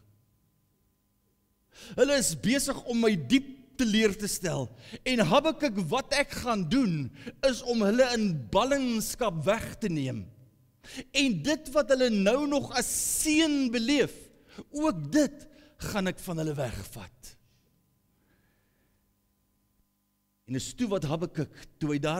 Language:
Afrikaans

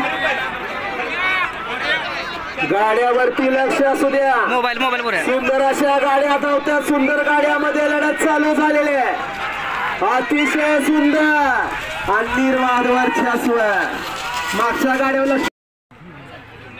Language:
Marathi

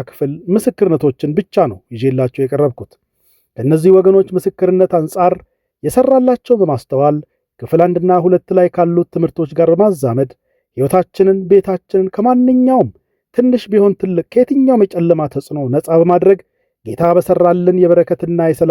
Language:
Amharic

